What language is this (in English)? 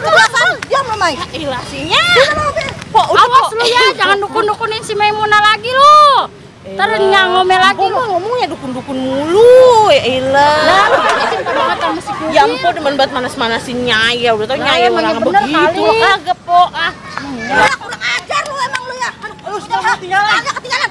Betawi